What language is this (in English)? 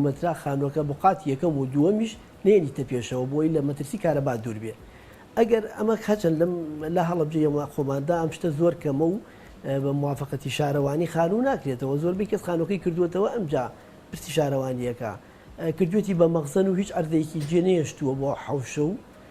Central Kurdish